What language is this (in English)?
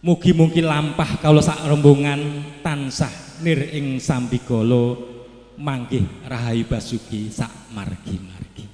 Javanese